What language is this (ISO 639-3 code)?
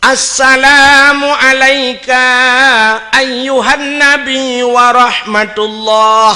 ace